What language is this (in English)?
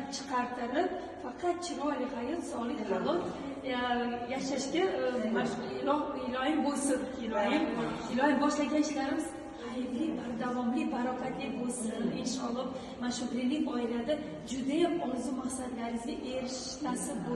Uzbek